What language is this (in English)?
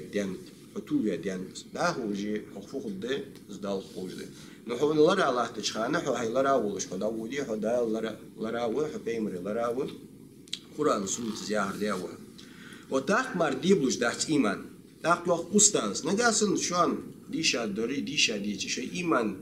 Ingush